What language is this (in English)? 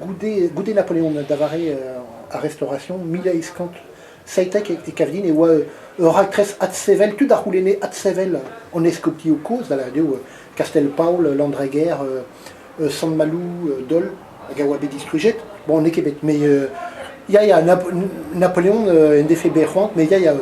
Breton